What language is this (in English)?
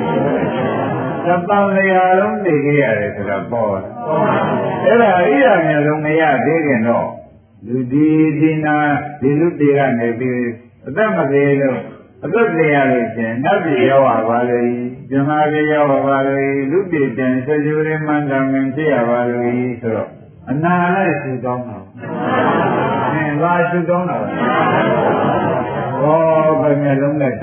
Burmese